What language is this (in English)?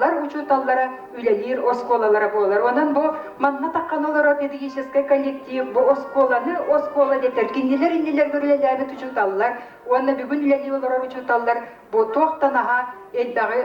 Yakut